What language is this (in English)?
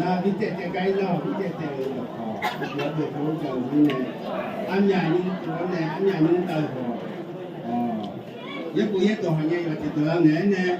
Akha